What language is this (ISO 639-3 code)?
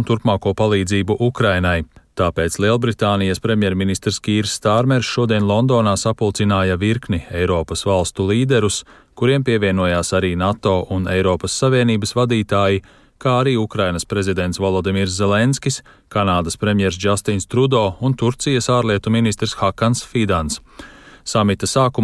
lav